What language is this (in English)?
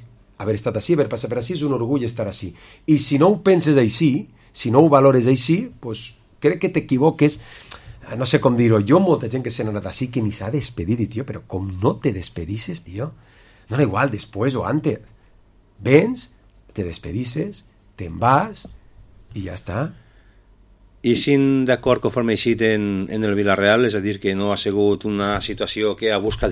Catalan